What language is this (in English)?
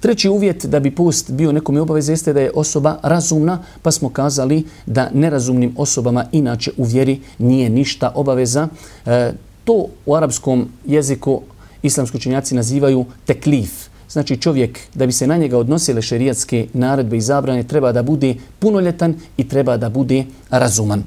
Bosnian